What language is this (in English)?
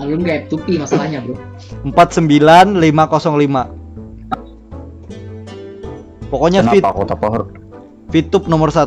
Banjar